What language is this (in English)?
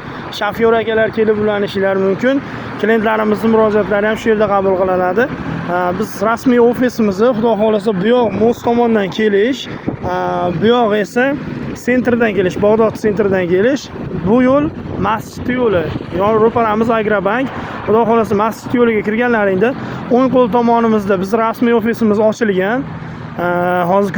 Uzbek